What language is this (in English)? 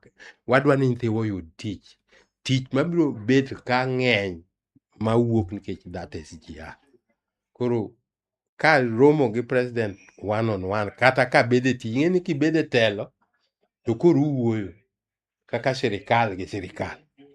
Luo (Kenya and Tanzania)